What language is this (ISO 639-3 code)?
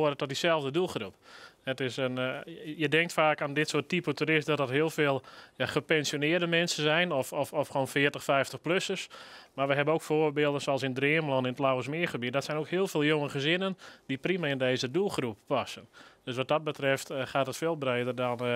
nld